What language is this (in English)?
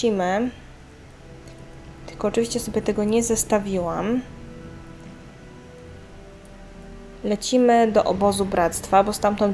Polish